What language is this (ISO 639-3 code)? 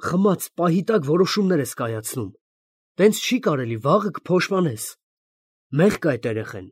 hye